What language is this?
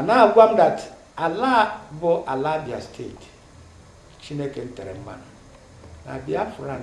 Igbo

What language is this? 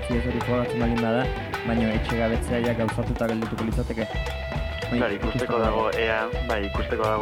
Basque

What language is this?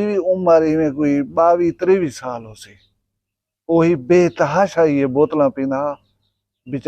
Saraiki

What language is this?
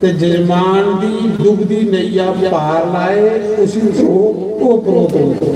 Dogri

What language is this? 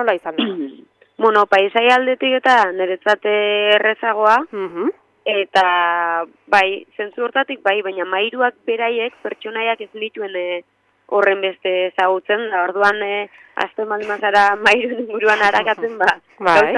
Basque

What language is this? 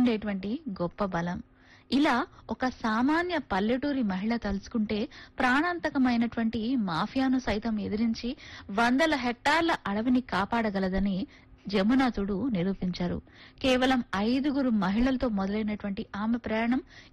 Telugu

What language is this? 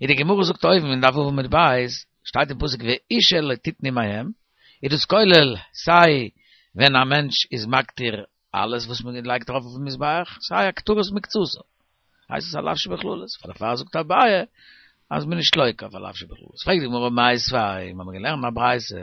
Yiddish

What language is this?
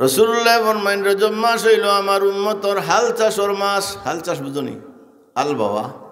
Sylheti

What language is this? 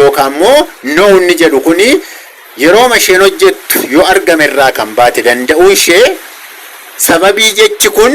Oromo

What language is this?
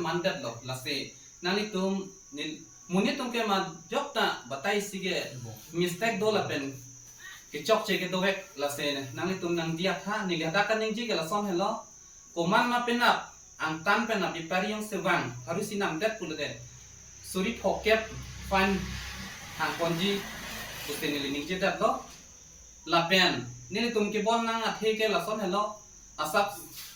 Karbi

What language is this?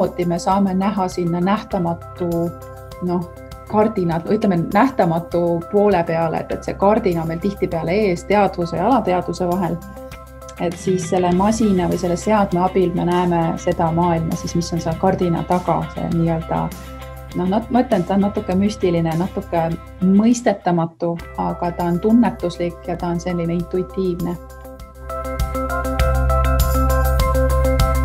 Estonian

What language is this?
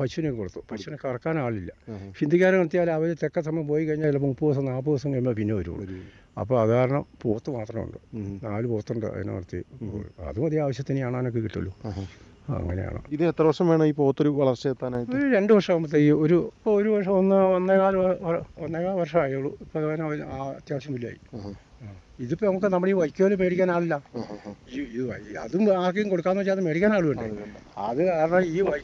Malayalam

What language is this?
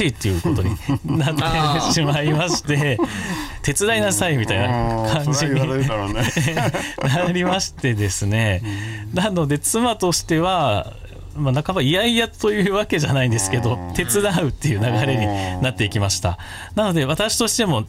Japanese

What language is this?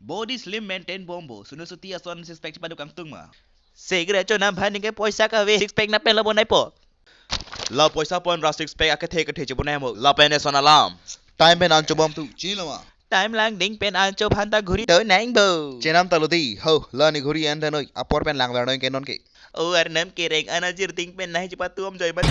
Karbi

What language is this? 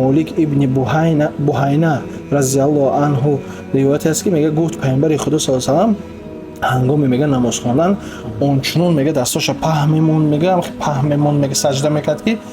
Tajik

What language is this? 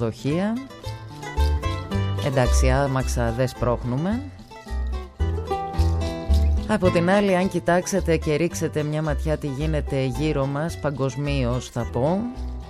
Greek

